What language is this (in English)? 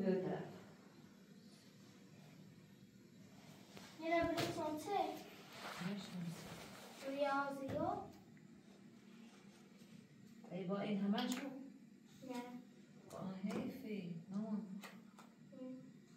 Persian